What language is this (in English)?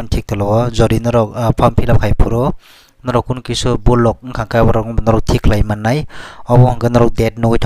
Kok Borok